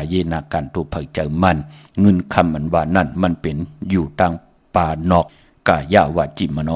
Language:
Shan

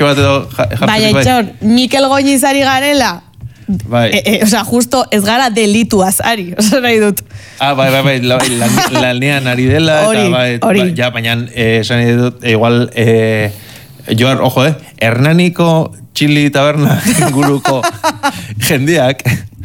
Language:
Basque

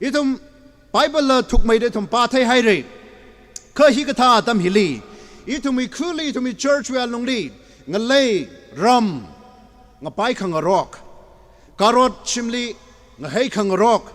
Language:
Tangkhul Naga (India)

